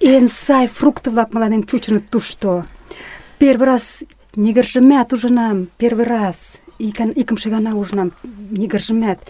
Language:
Mari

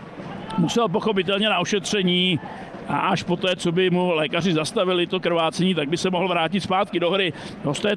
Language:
Czech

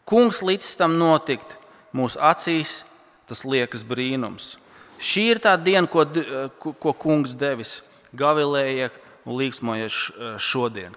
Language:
Latvian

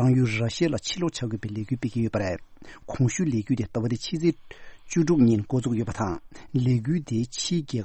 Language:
Tibetan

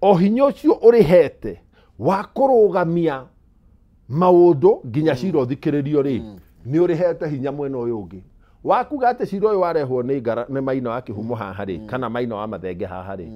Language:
Kikuyu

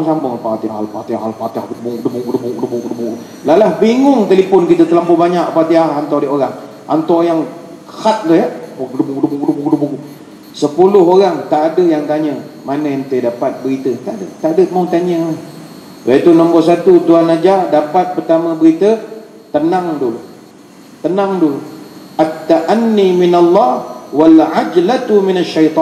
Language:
Malay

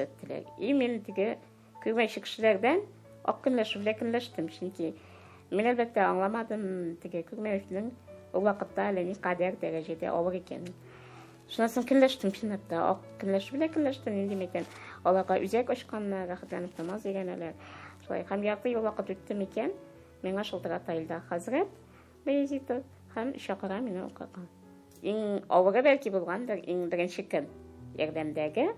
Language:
Tatar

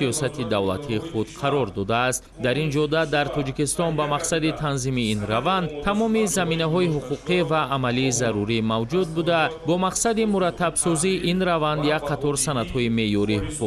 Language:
Tajik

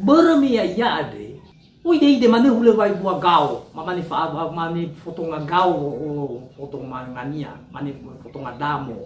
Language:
Nias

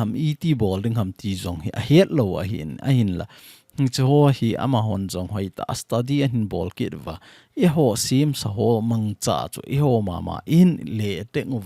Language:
Thado Chin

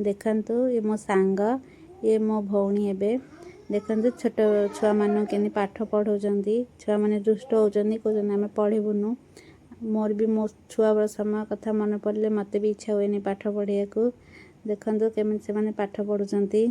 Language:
Odia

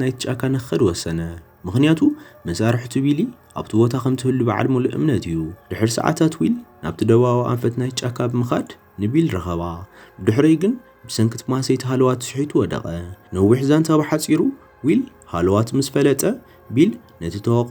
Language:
Tigrinya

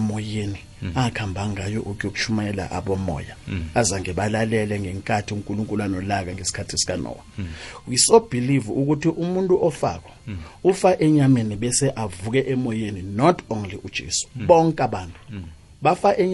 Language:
South Ndebele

